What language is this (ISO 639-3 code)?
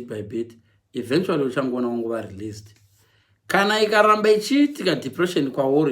sna